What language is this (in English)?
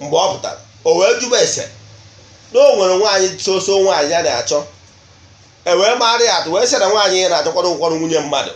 Igbo